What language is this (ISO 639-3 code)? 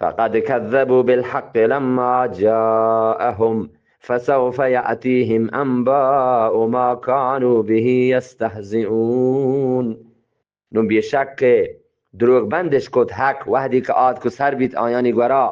bgp